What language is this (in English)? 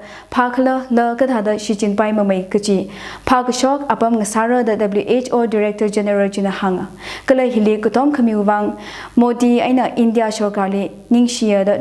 Tangkhul Naga (India)